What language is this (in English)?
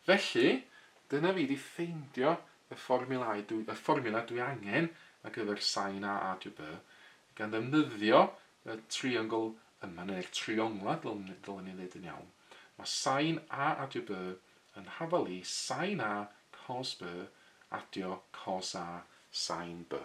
Welsh